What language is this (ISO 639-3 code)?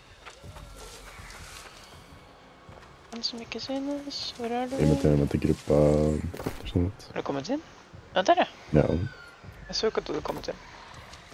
nor